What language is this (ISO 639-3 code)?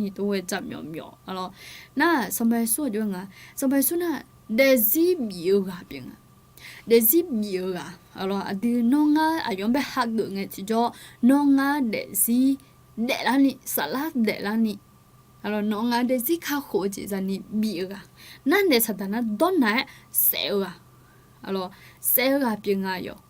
ahk